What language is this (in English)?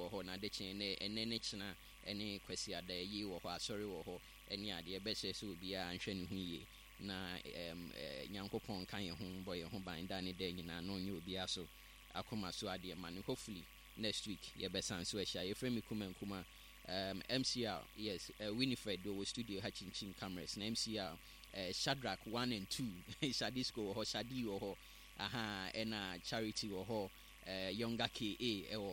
Akan